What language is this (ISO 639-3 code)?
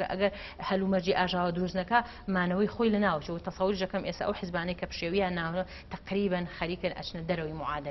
ckb